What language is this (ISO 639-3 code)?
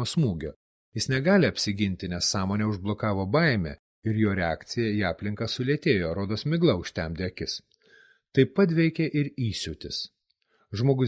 lit